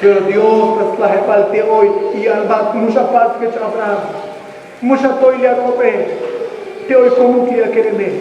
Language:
Tzotzil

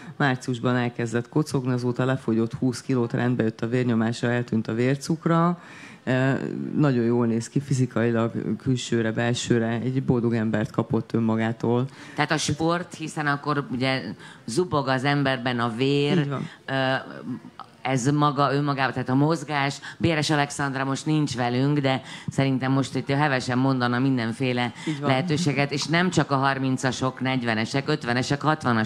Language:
Hungarian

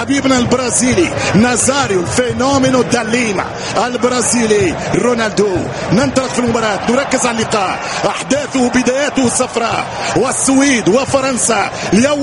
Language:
Arabic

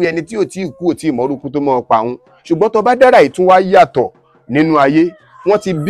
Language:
Yoruba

